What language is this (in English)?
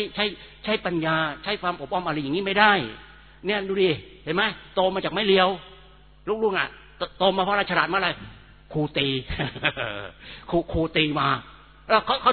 Thai